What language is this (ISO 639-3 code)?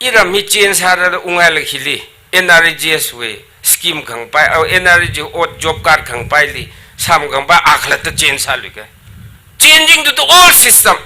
nmf